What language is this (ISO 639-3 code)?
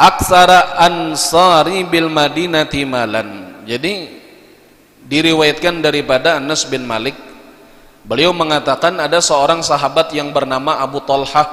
bjn